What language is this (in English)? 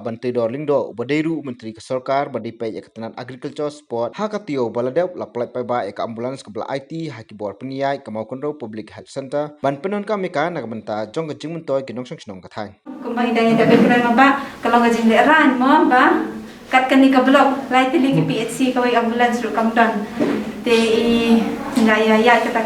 Khasi